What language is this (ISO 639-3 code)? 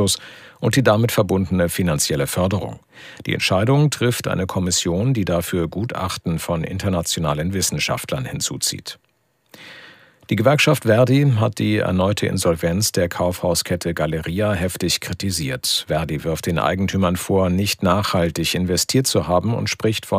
deu